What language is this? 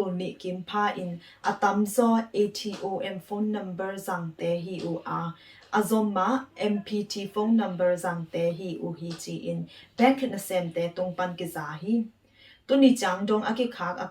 Tedim Chin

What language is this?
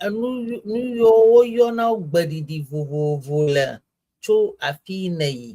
Ewe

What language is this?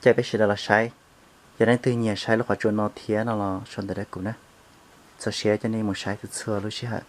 Hmong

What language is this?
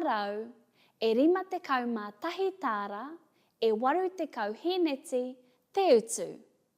Māori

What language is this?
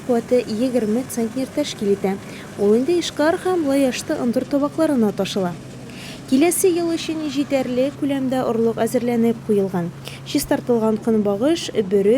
Tatar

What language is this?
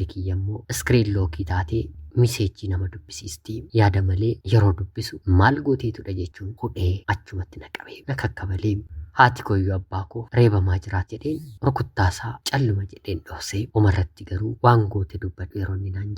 Oromo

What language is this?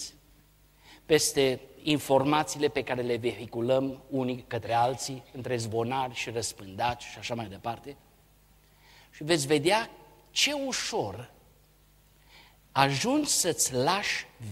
Romanian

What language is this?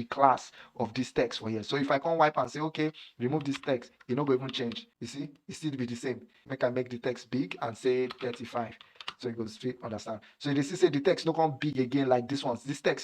Nigerian Pidgin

